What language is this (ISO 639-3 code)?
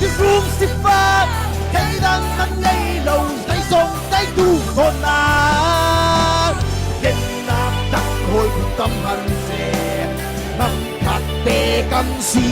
cfm